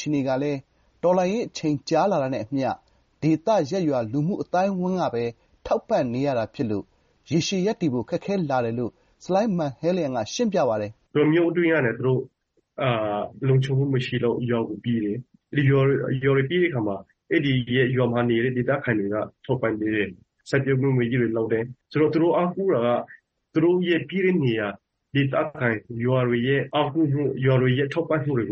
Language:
Burmese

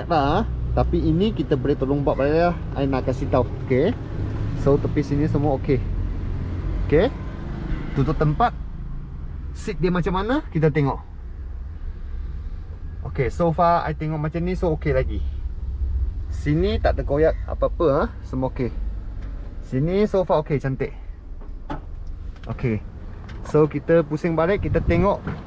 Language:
Malay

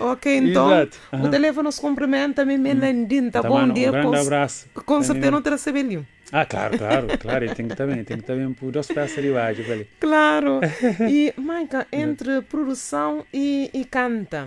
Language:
Kabuverdianu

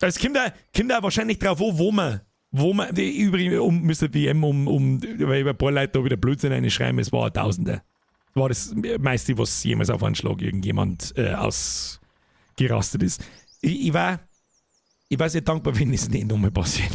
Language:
Bavarian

